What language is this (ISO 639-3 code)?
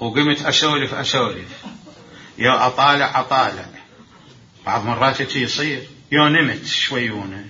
acm